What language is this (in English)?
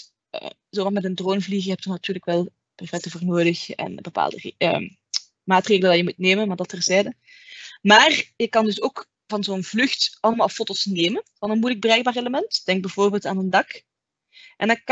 Dutch